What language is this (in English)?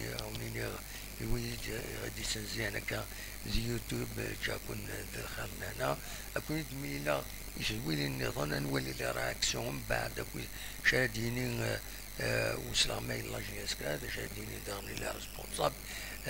Kabyle